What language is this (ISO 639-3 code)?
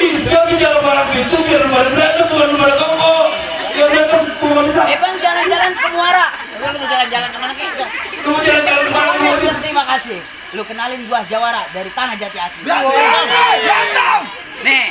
bew